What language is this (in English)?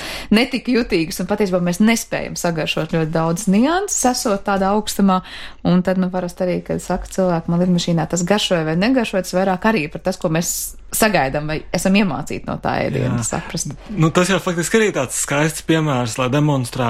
Latvian